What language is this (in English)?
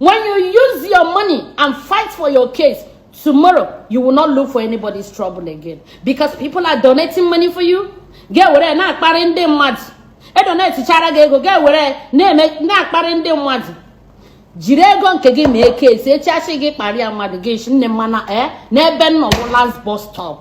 Igbo